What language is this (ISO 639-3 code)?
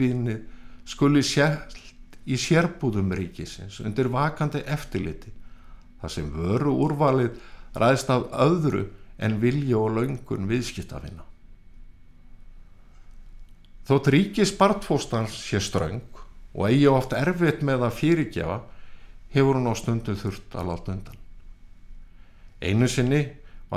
isl